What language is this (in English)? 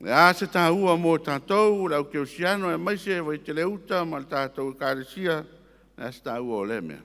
Samoan